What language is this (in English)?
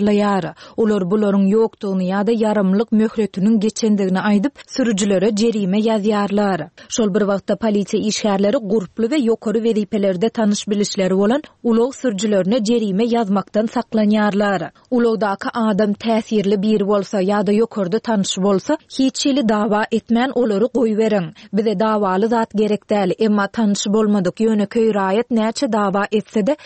Turkmen